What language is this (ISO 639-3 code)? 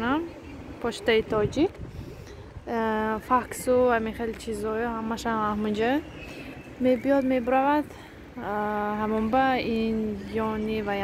tgk